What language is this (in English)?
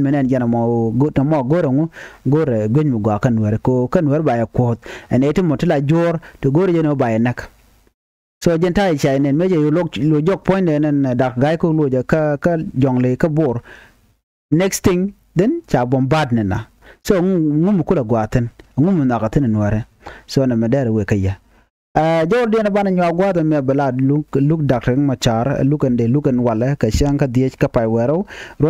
Nuer